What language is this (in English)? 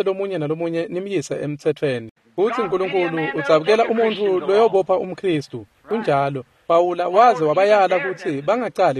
Swati